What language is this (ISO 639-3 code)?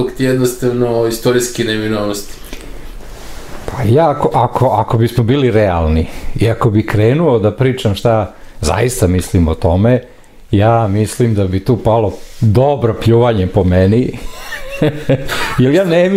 srp